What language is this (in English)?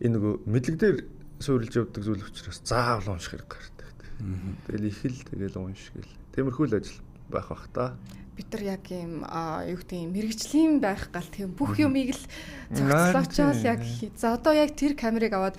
Mongolian